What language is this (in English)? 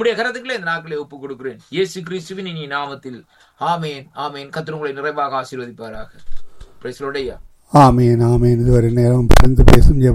Tamil